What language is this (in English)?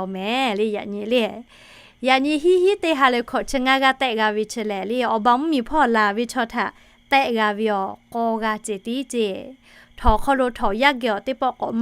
Lahu